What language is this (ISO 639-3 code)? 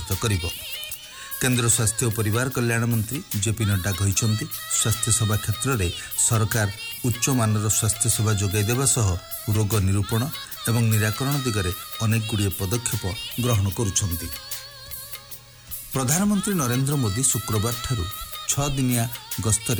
ori